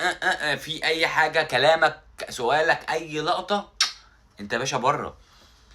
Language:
Egyptian Arabic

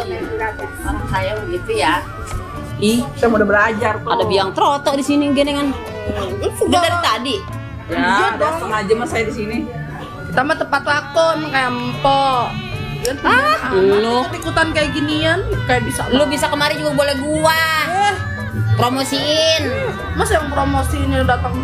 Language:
Betawi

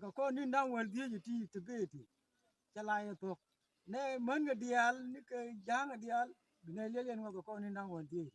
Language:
Nuer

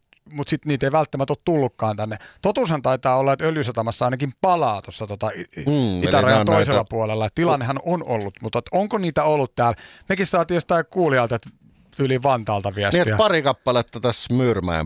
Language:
Finnish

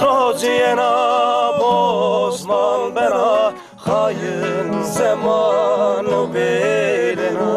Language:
Zaza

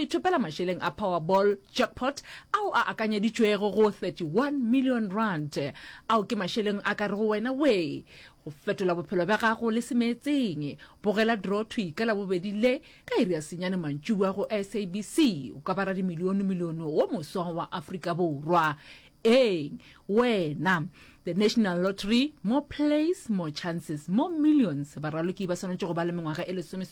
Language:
Northern Sotho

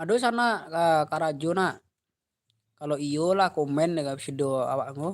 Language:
Minangkabau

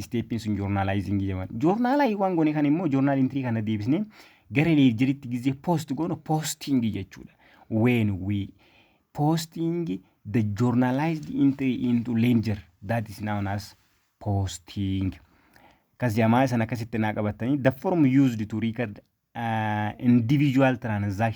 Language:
Oromo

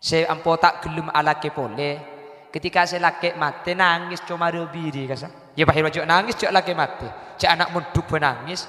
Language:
Madurese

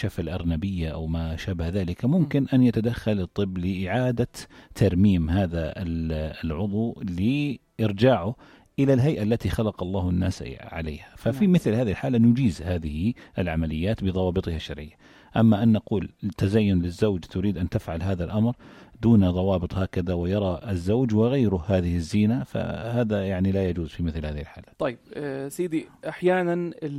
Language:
North Levantine Arabic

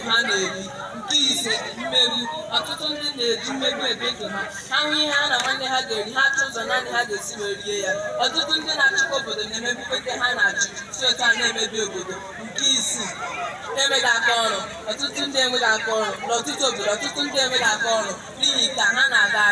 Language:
Igbo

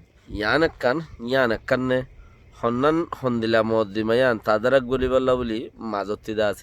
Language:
Rohingya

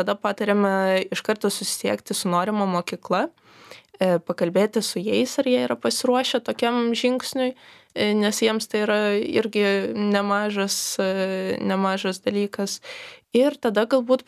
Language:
Lithuanian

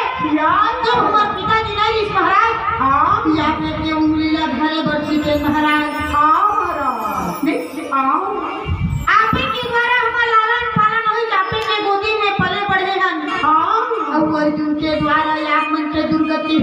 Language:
Chhattisgarhi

